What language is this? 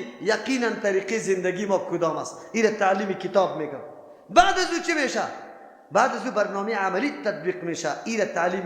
Persian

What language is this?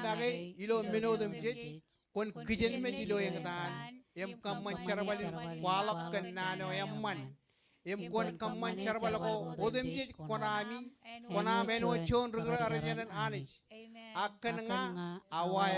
Marshallese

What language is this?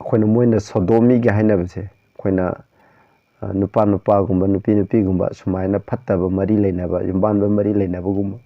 Manipuri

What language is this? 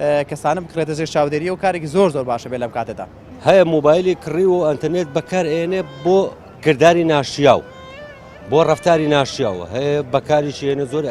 Central Kurdish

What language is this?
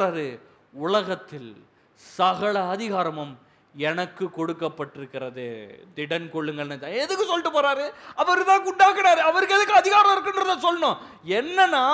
Tamil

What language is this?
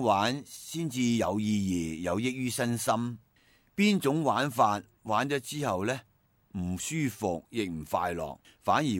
Cantonese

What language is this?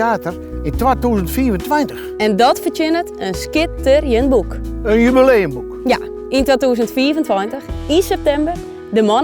Western Frisian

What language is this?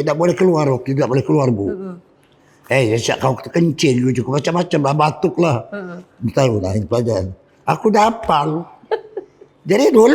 Musi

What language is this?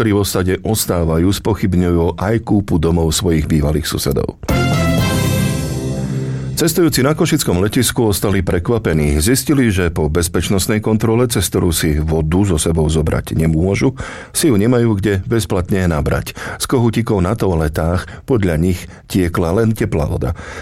Slovak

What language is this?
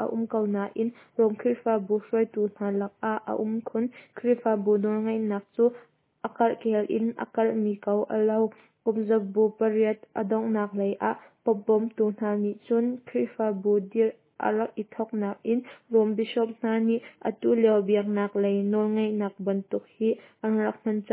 Hakha Chin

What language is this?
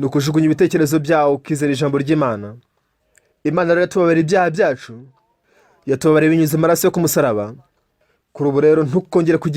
Kinyarwanda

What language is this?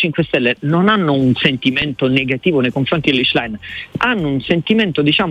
Italian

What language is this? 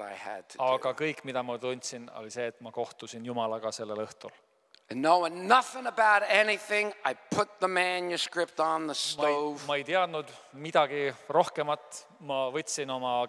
Estonian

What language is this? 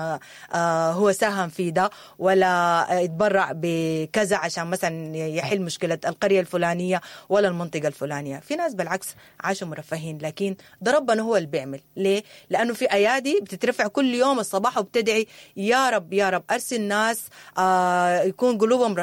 Sudanese Arabic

